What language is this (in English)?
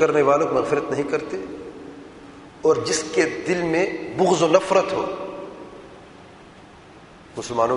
Urdu